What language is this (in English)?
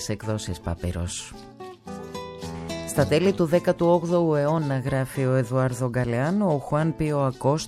Greek